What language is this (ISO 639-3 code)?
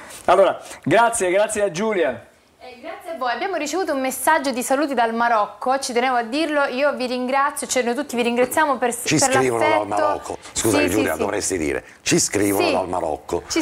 ita